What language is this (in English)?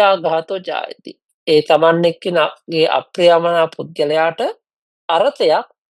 Sinhala